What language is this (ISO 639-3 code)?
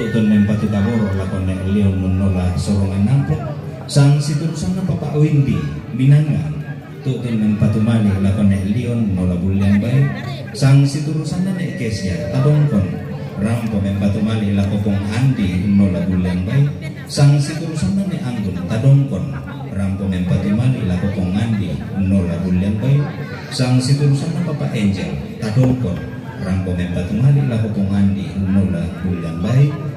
sda